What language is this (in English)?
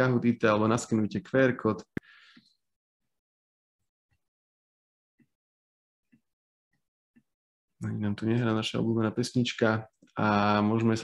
Slovak